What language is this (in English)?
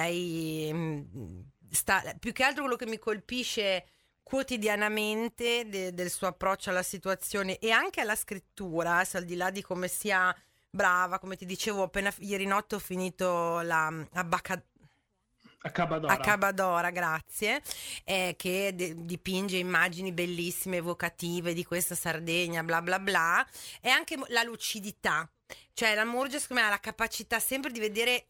Italian